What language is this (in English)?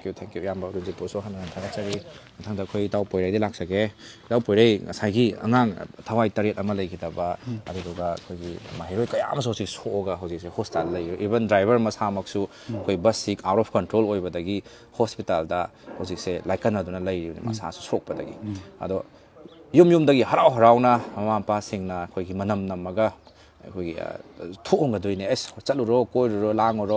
Manipuri